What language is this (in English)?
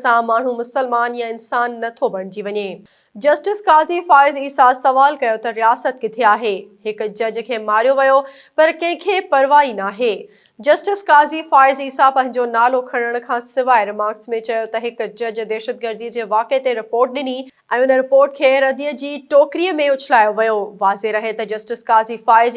Sindhi